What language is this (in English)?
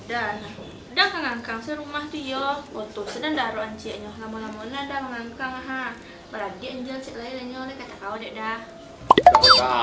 Minangkabau